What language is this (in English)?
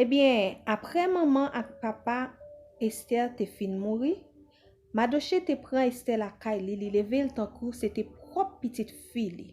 Haitian Creole